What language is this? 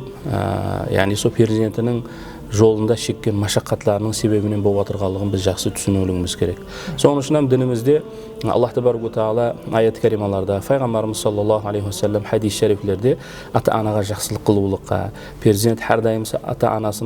Kara-Kalpak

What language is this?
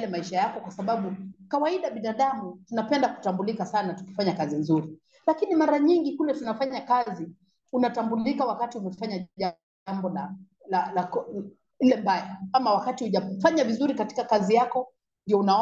Swahili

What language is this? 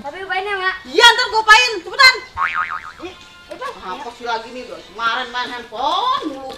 Betawi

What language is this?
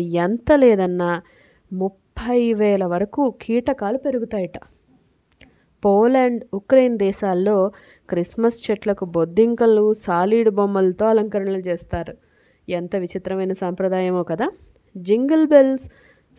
Telugu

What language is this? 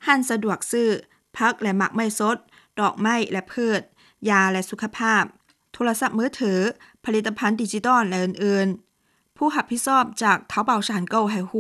Lao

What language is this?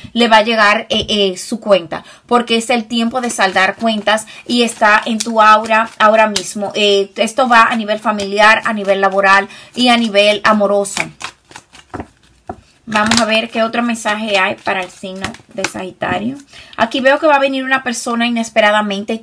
Spanish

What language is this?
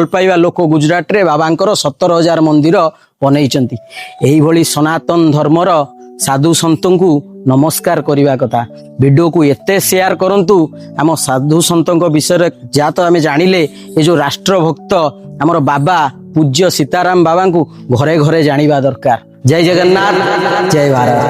Odia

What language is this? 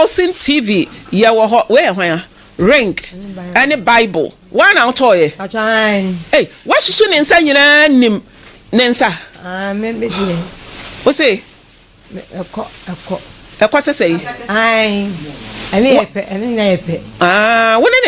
Akan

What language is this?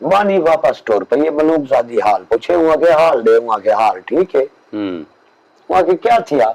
Saraiki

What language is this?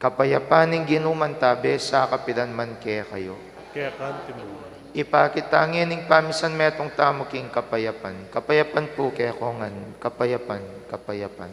Pampanga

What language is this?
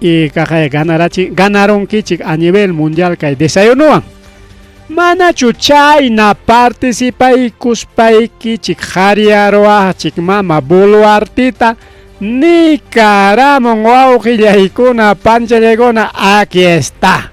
Ayacucho Quechua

